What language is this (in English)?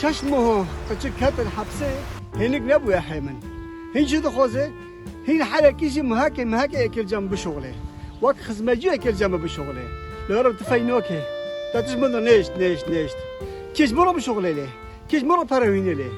Kurdish